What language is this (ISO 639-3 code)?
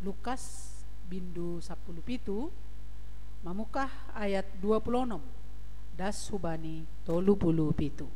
bts